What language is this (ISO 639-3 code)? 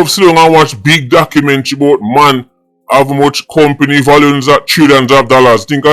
jam